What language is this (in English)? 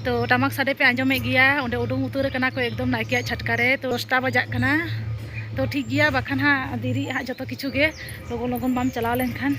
Santali